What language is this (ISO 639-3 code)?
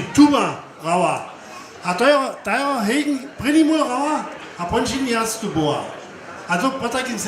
hsb